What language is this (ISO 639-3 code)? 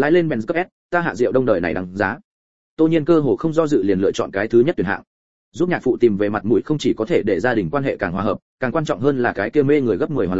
vie